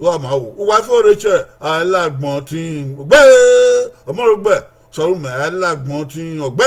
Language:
Bini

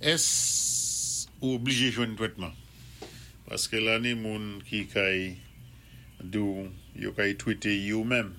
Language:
Saint Lucian Creole French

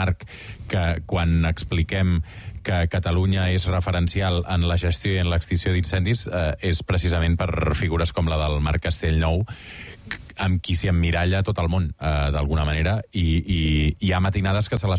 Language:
Catalan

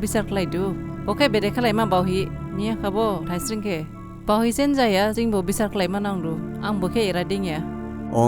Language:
Dimasa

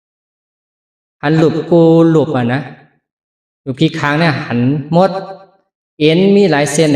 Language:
Shan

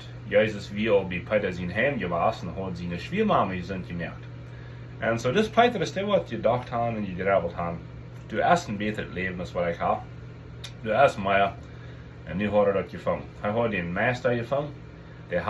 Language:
Plautdietsch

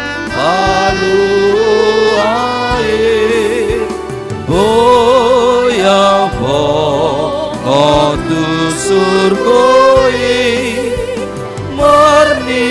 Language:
Batak Toba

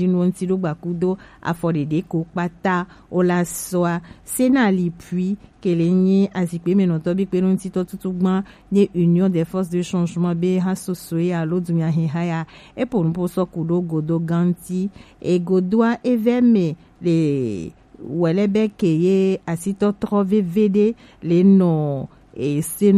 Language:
Gen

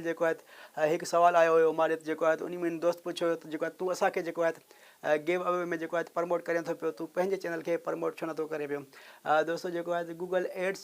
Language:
Sindhi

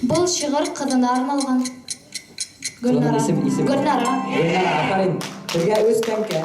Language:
Bashkir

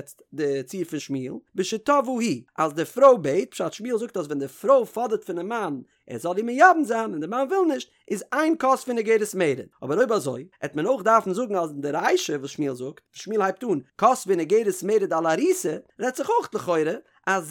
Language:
Yiddish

